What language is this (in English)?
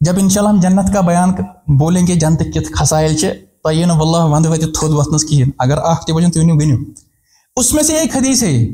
Kashmiri